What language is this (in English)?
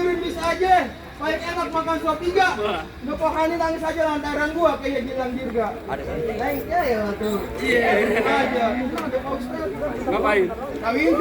Betawi